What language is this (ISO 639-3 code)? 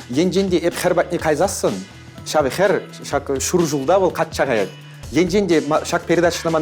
chv